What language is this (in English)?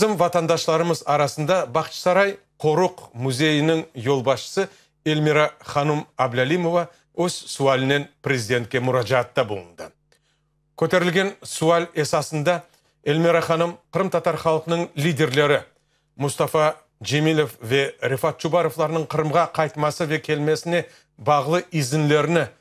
Crimean Tatar